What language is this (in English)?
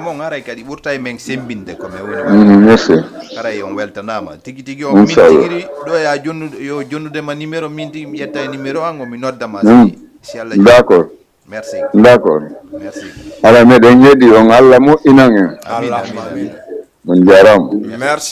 Fula